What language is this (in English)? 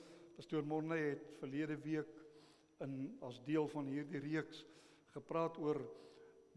Afrikaans